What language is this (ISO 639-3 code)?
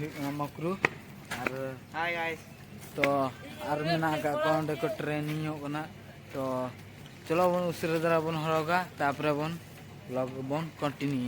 sat